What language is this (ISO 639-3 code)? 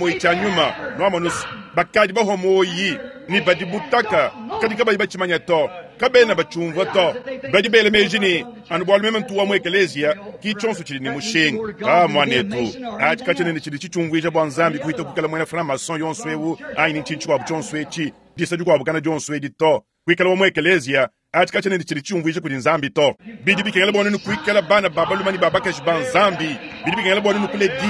lua